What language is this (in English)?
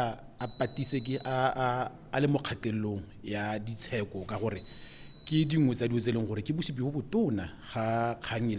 Tswana